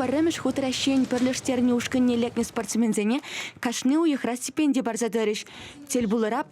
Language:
Chuvash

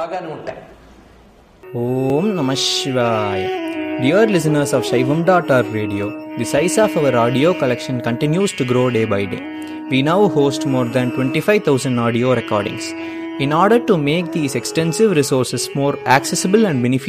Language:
Telugu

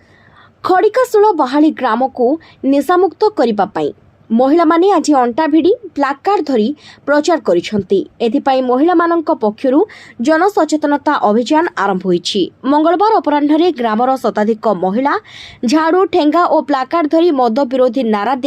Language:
Odia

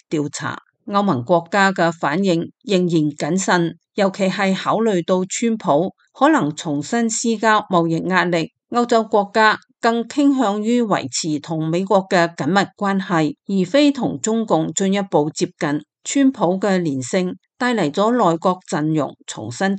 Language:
Cantonese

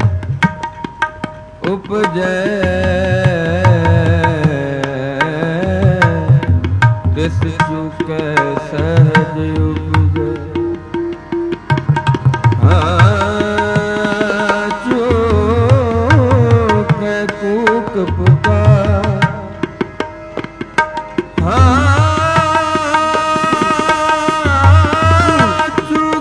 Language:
Punjabi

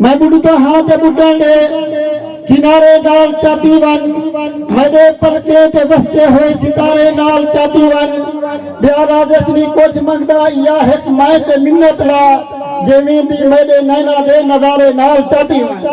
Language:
Saraiki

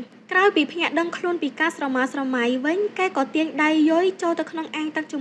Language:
Khmer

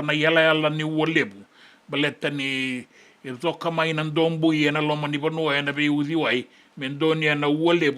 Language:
Fijian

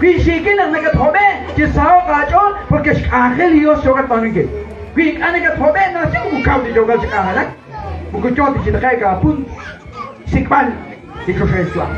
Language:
Kekchí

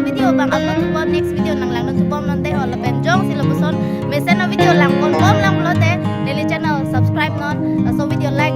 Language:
Karbi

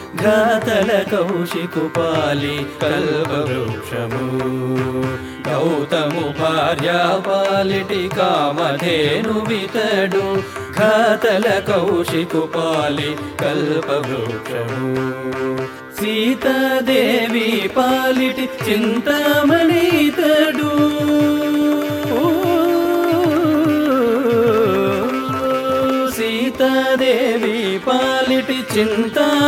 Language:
Telugu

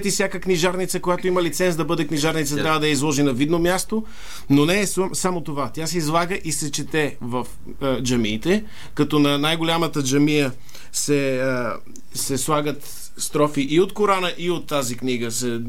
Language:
Bulgarian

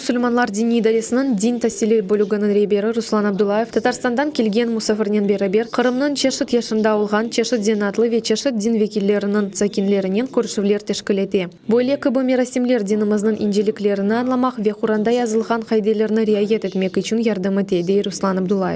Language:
Crimean Tatar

